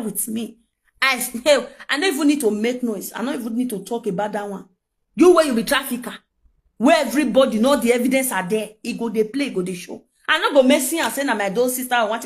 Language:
Nigerian Pidgin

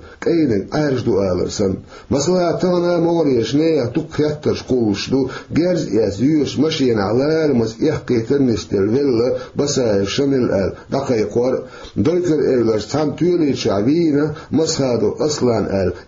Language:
Chechen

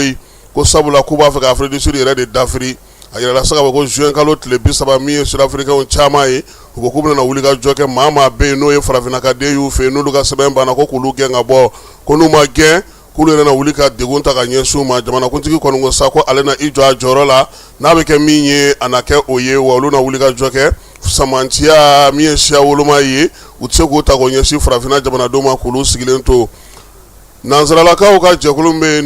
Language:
Bambara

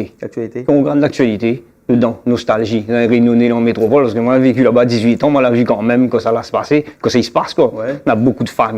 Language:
Réunion Creole French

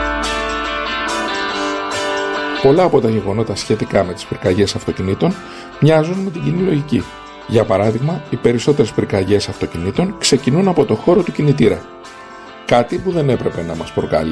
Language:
Greek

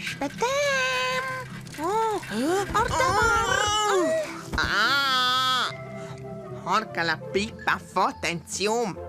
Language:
Romansh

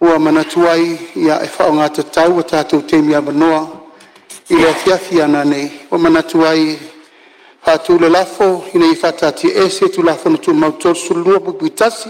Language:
Samoan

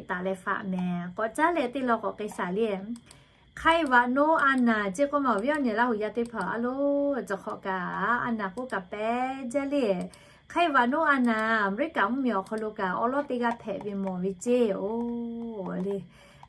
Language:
Lahu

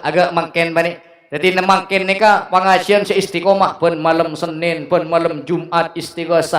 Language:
Madurese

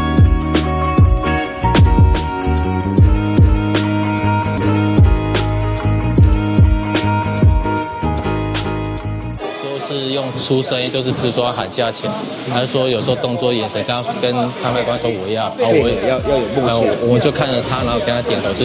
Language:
Chinese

